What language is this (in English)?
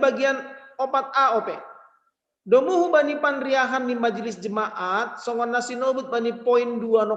Batak Simalungun